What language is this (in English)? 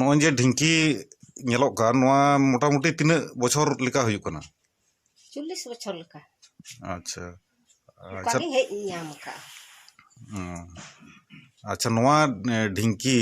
Santali